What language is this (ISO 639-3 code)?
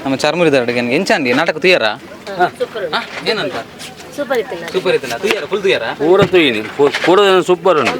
tcy